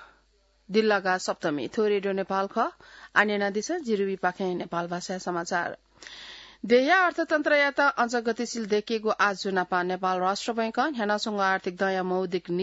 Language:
Newari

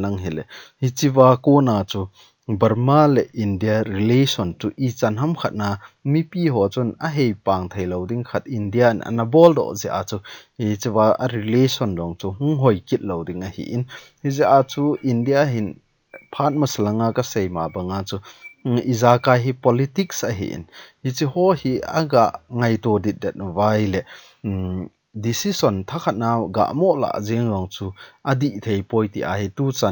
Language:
Thado Chin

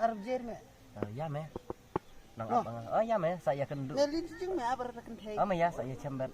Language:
Khasi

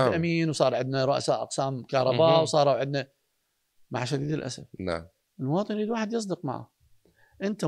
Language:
Mesopotamian Arabic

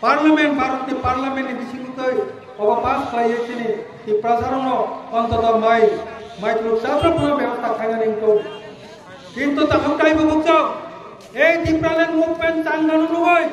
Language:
Kok Borok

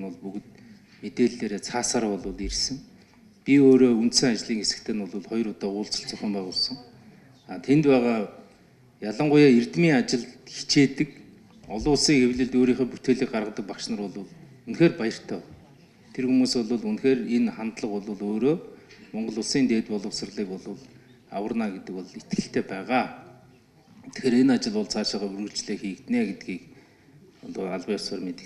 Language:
Mongolian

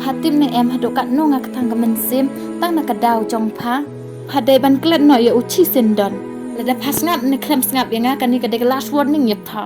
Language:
Khasi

